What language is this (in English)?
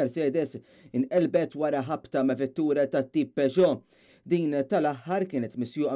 Maltese